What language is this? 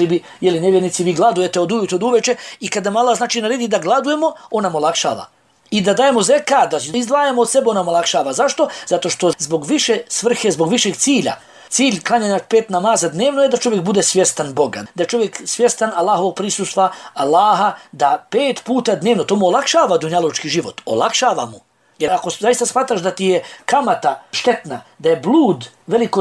Bosnian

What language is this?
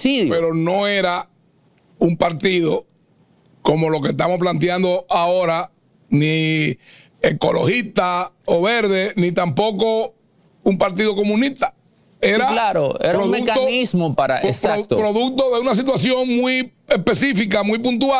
Spanish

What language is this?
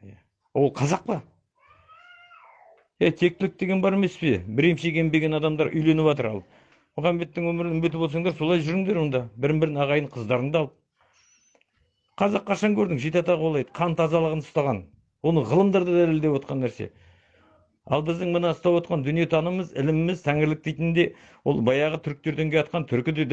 Kazakh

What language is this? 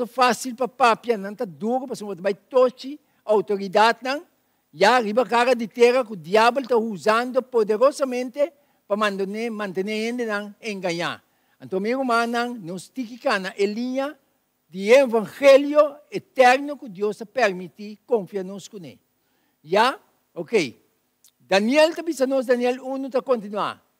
Papiamento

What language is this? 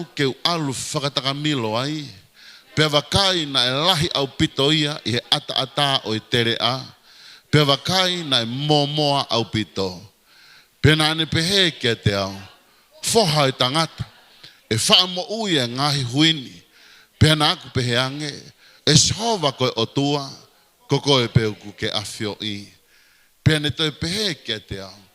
Tongan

